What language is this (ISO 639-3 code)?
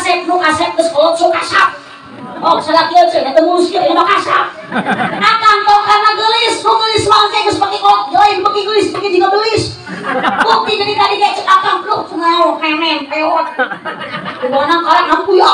sun